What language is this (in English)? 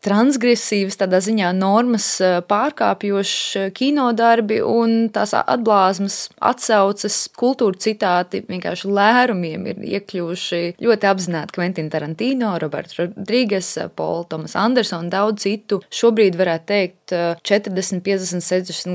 Latvian